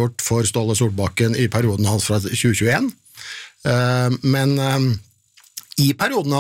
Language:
Norwegian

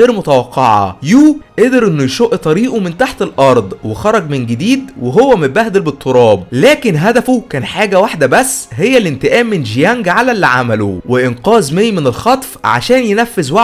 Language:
Egyptian Arabic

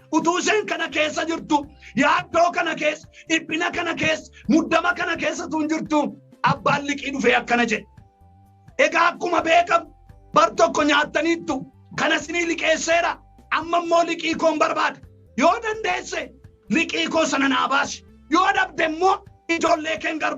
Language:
Oromo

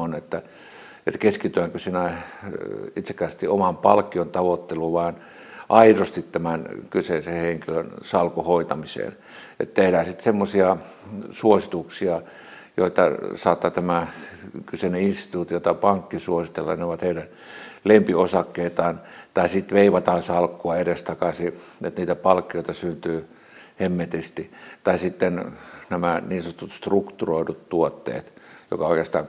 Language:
Finnish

